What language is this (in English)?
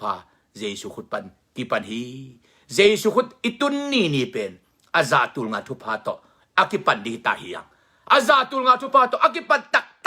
Tedim Chin